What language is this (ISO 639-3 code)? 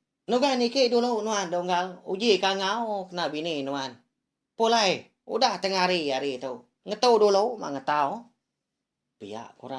iba